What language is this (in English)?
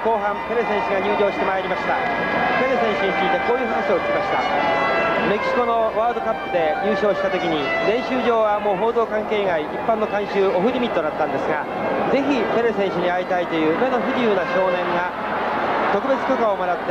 Japanese